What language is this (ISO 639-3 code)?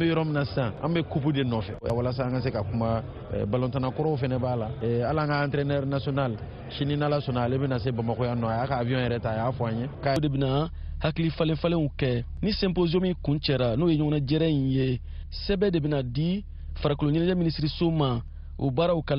bam